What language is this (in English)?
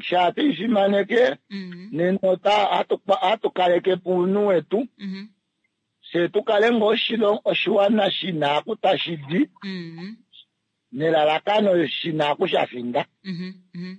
Kuanyama